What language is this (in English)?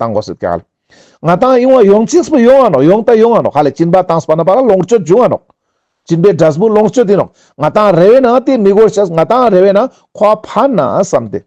Ladakhi